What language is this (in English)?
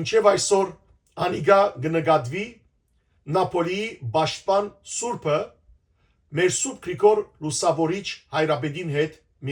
Western Armenian